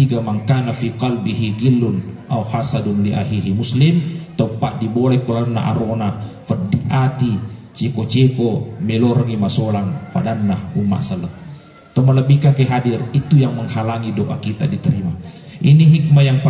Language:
Buginese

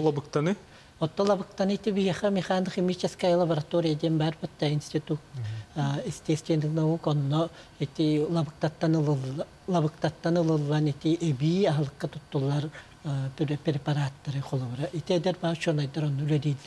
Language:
Yakut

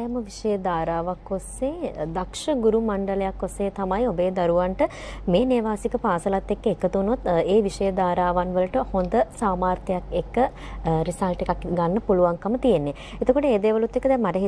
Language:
Sinhala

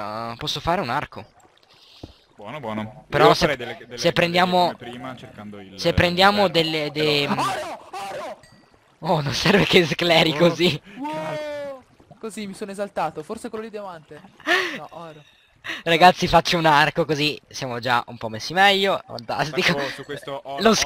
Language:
Italian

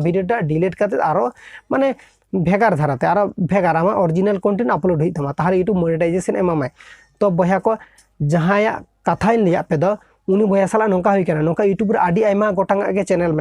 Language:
Santali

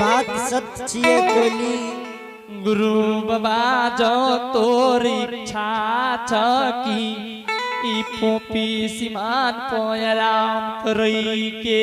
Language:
Angika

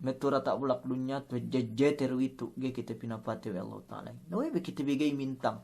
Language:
Yakan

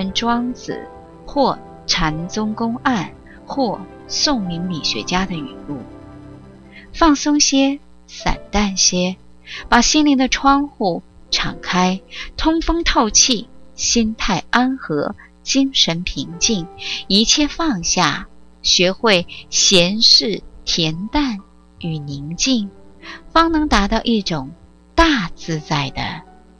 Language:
Chinese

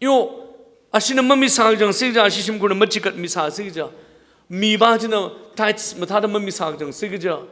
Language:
Tangkhul Naga (India)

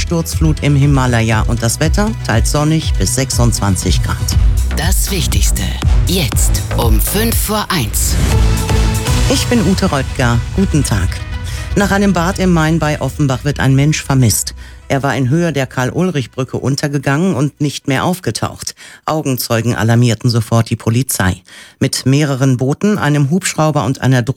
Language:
German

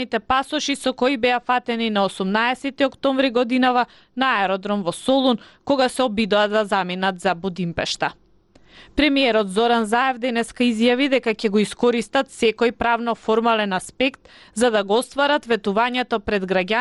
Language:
Macedonian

